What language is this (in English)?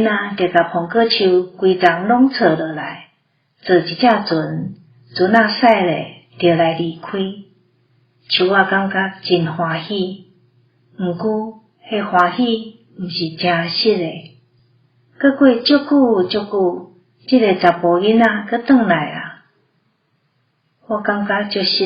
Min Nan Chinese